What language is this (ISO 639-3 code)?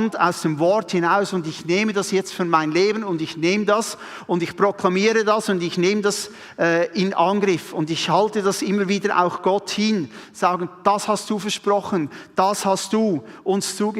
gsw